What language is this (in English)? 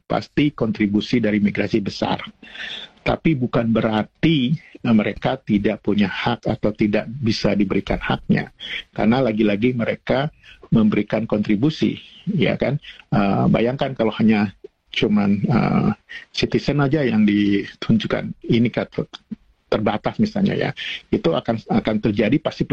Indonesian